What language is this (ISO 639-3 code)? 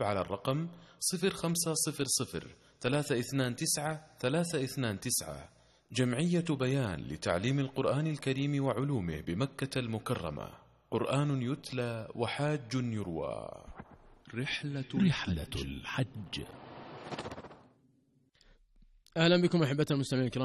ara